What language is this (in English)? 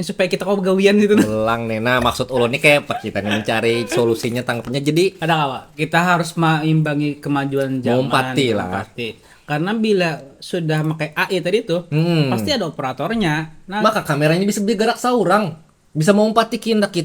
Banjar